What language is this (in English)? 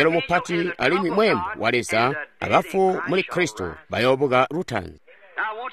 Tonga (Zambia)